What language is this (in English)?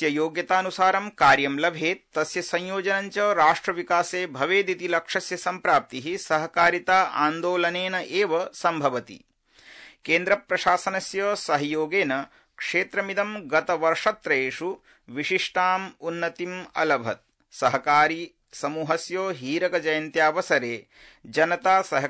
Sanskrit